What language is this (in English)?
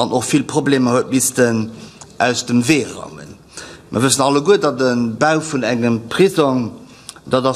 Luxembourgish